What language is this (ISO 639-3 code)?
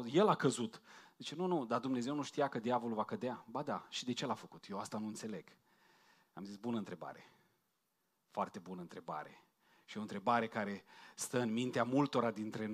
ron